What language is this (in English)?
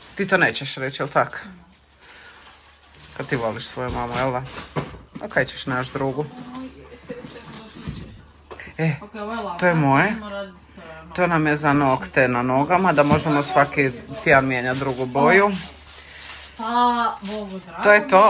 Croatian